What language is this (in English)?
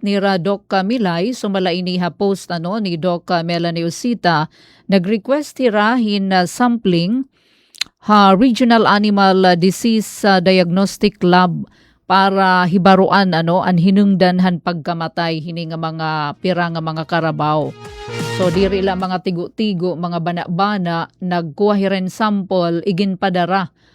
Waray